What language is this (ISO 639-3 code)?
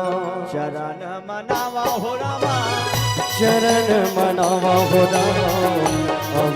hne